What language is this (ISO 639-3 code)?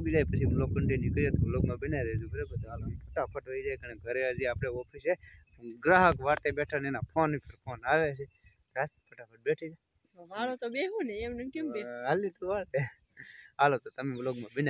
guj